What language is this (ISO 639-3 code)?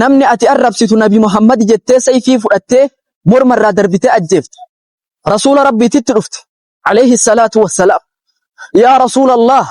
orm